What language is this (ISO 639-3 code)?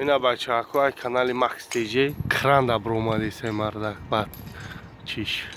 tgk